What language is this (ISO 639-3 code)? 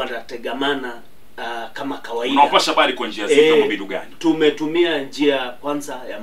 swa